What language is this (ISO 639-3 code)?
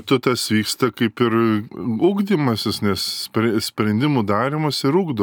lit